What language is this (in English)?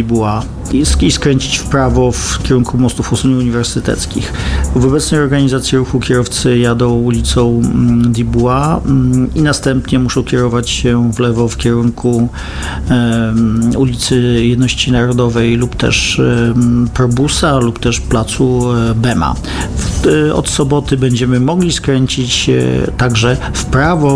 Polish